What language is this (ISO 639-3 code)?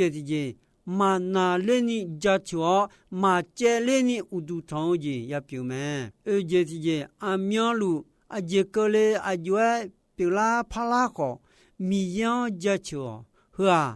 ahk